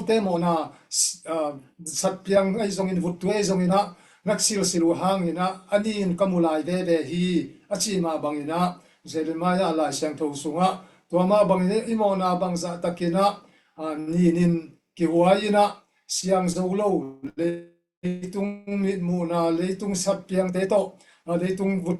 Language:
Tedim Chin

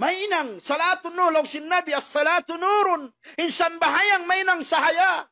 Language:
Tausug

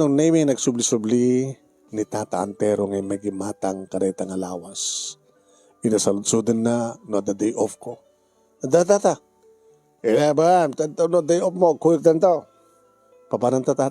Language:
Iloko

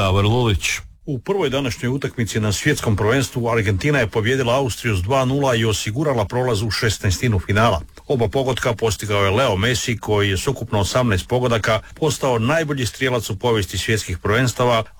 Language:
Croatian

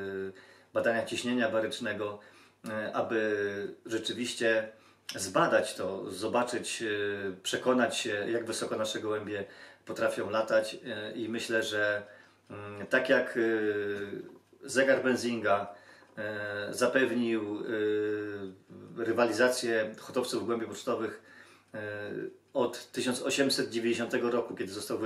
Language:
Polish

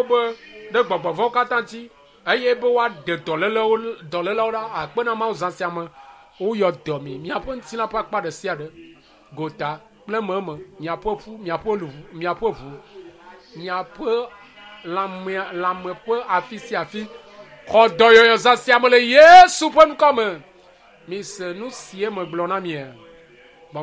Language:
Ewe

